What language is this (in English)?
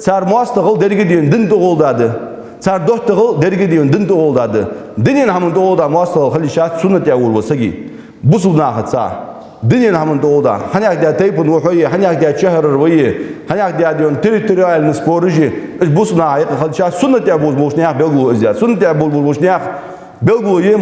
Ingush